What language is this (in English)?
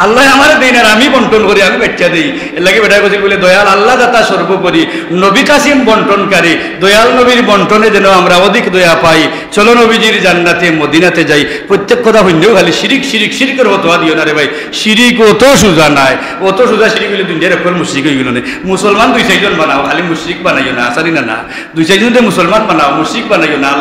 Sylheti